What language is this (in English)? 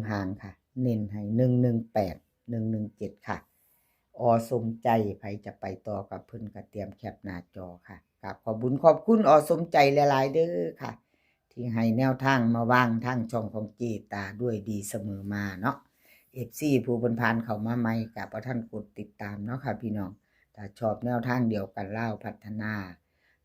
Northeastern Thai